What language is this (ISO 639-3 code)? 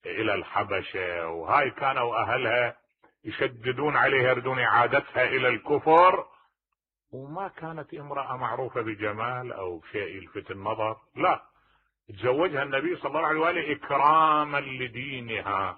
acm